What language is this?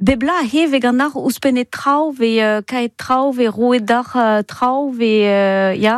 Breton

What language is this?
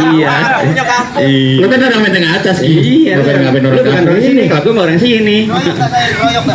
Betawi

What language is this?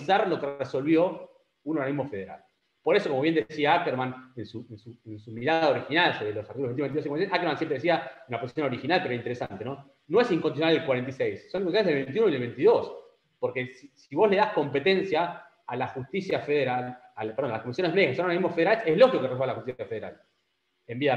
Spanish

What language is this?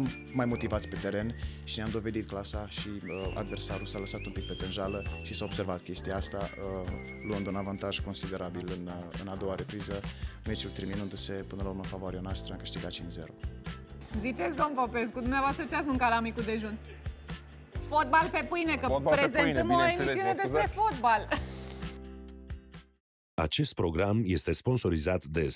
Romanian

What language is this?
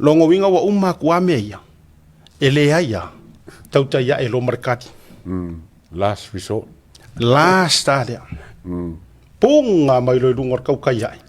Samoan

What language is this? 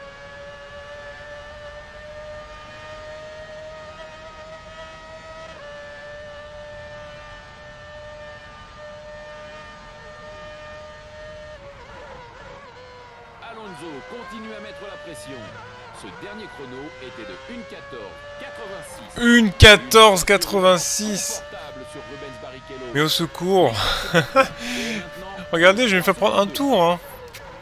French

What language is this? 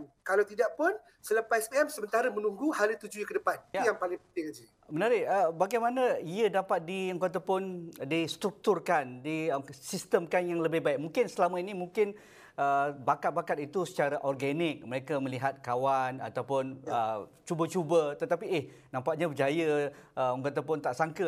Malay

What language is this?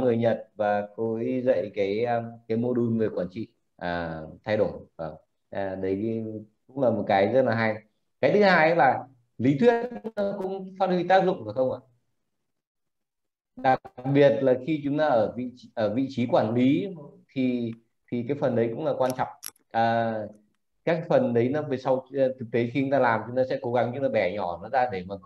Vietnamese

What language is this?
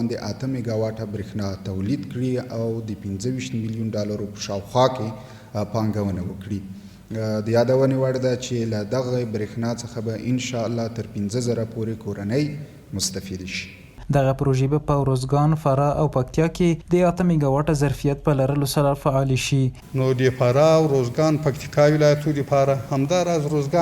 Pashto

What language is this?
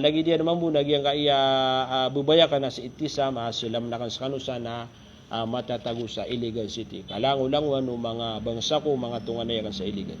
Maranao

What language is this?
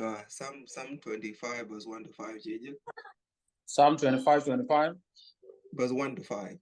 Nuer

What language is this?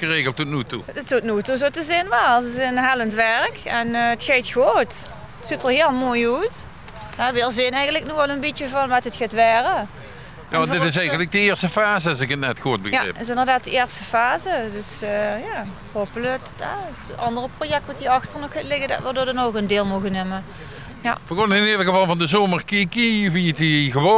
Limburgish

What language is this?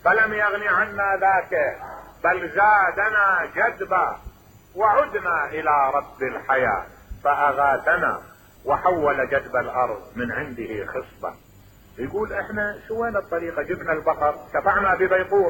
Mesopotamian Arabic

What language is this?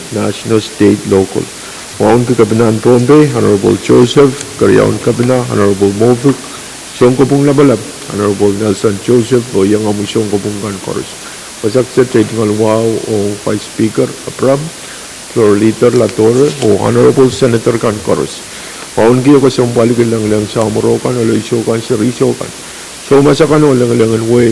Pohnpeian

